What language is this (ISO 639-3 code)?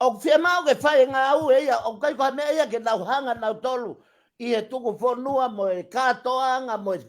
ton